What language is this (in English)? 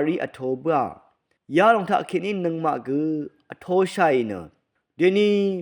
Rawang